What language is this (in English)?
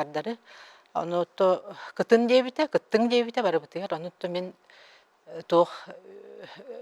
Yakut